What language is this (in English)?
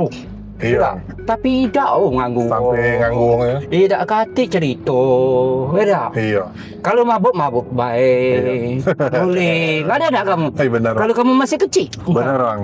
Musi